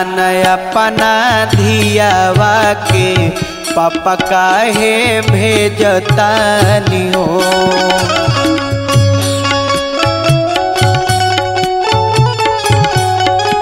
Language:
Bhojpuri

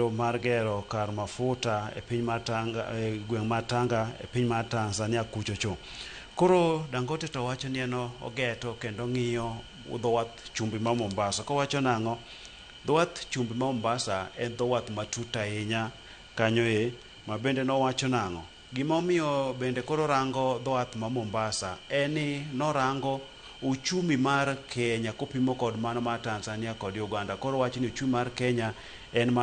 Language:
Luo (Kenya and Tanzania)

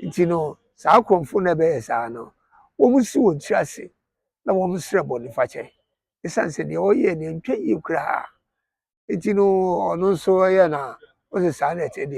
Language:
Akan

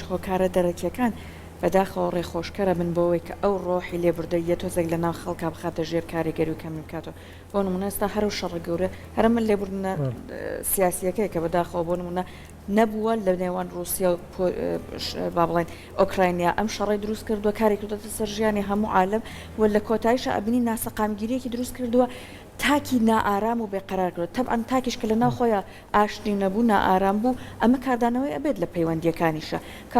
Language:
Central Kurdish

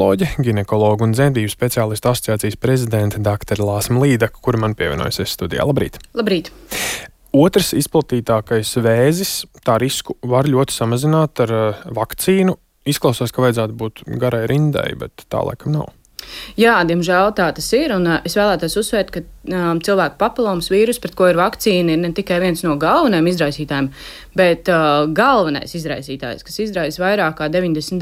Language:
Latvian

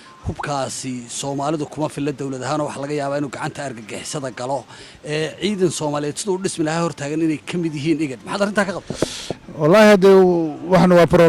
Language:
Somali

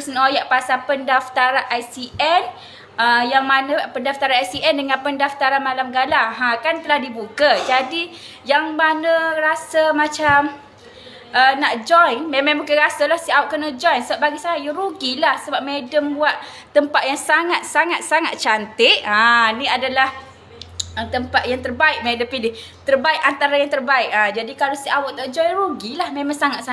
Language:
Malay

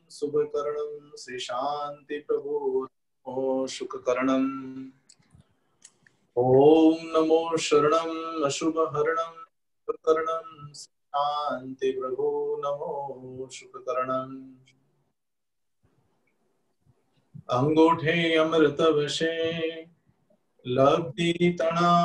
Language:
Gujarati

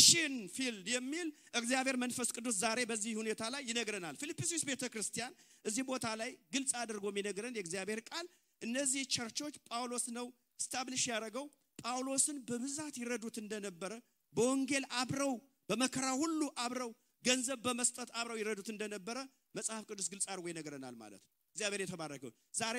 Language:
Amharic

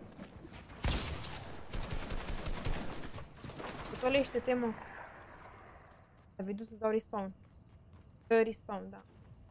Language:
Romanian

